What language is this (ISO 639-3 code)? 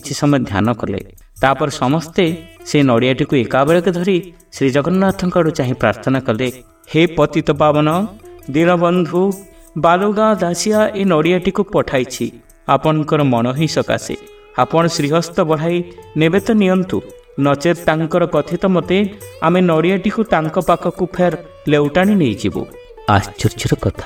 ori